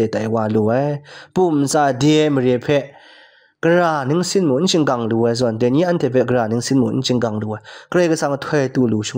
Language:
Kachin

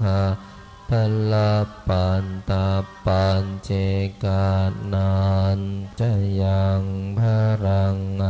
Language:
Pali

